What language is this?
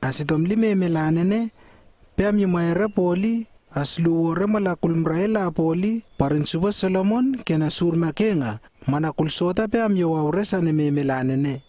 Lewo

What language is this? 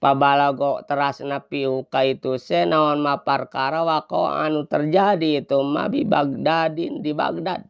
Sundanese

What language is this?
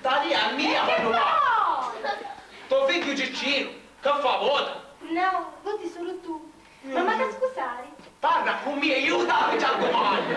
Sicilian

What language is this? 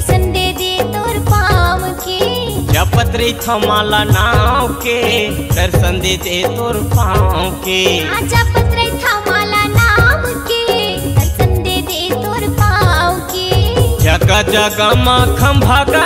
Chhattisgarhi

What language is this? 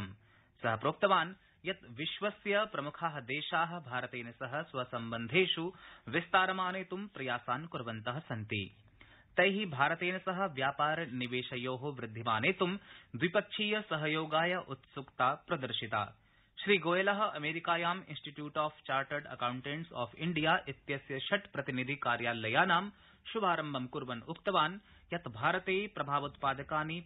Sanskrit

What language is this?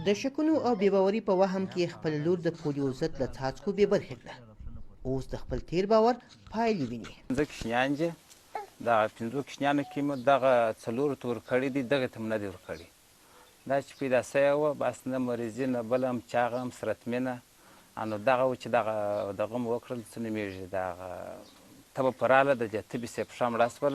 Pashto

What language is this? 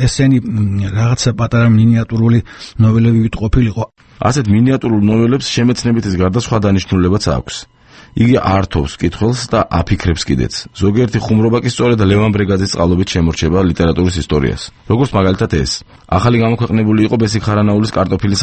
Georgian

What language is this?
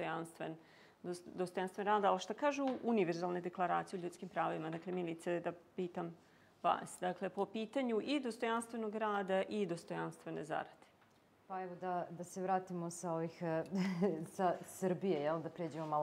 Serbian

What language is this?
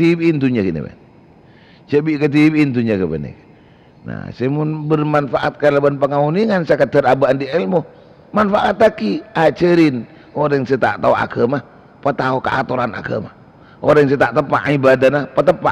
Madurese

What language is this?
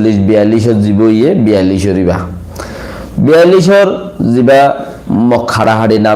Rohingya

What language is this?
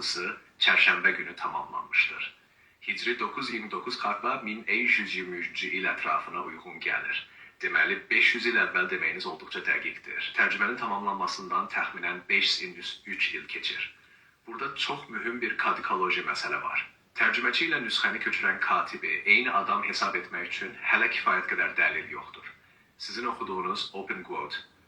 South Azerbaijani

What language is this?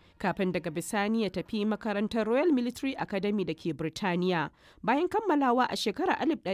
Hausa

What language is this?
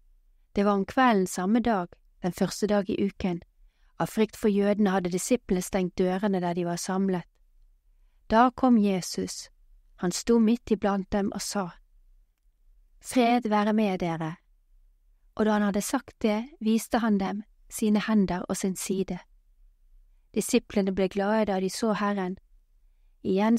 Norwegian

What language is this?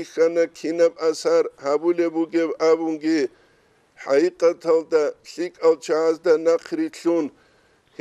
Avaric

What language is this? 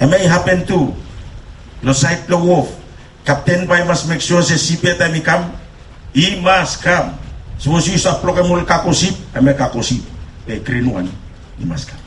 Bislama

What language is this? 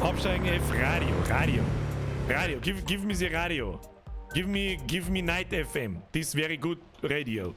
Bavarian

